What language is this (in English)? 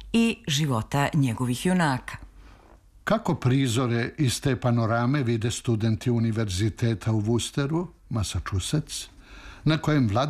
Serbian